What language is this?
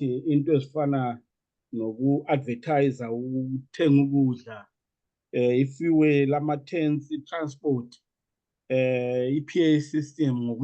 Zulu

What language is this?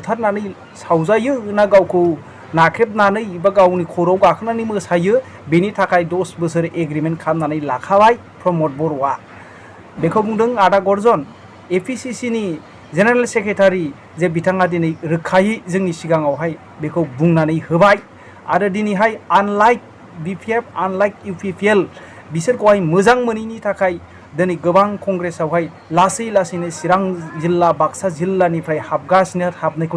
Bodo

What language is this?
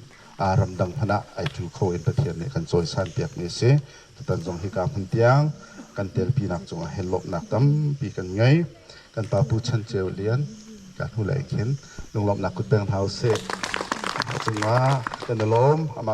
Hakha Chin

